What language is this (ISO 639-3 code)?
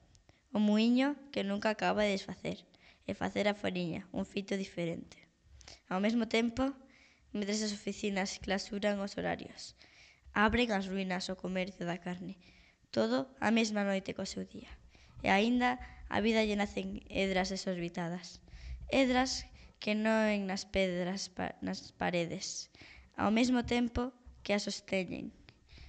glg